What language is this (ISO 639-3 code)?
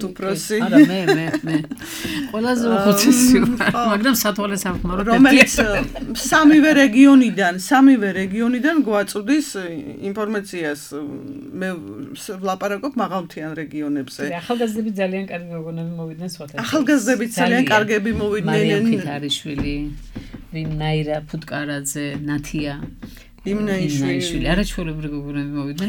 kat